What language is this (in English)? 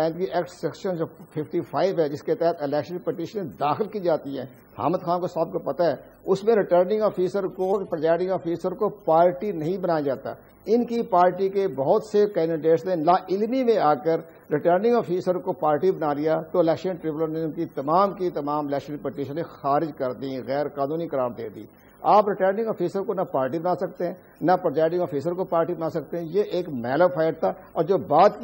Urdu